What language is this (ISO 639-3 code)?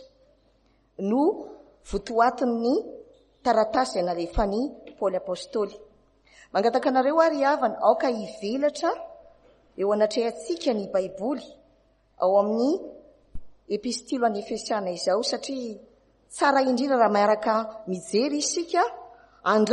mlg